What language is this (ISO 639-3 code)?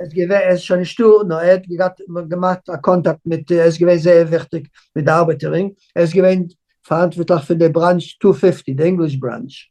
yid